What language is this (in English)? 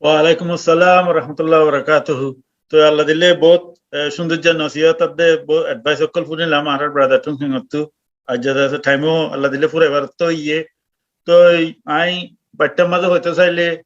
Rohingya